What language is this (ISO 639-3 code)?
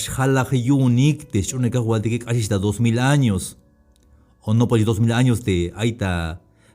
tzh